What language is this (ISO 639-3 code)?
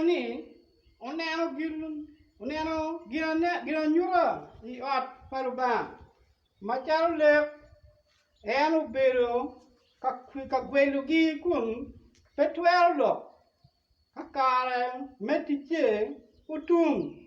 ach